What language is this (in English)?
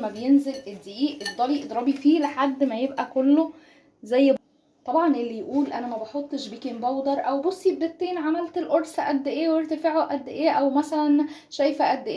Egyptian Arabic